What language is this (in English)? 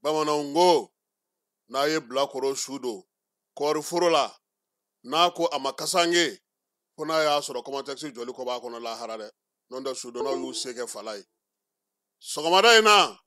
Bambara